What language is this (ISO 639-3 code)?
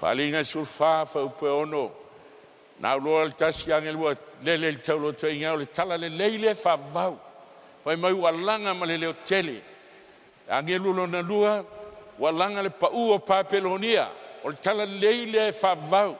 smo